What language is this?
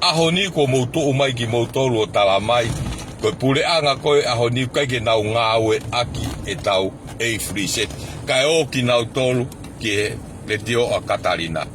Tongan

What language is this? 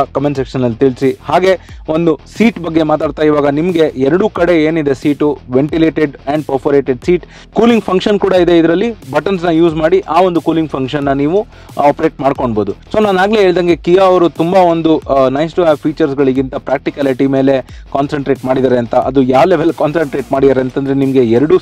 Kannada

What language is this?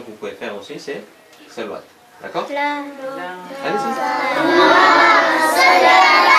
French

